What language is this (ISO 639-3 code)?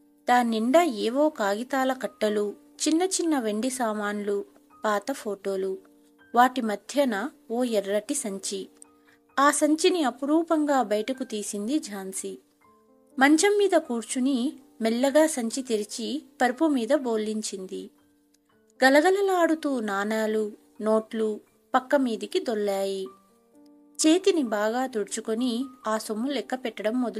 tel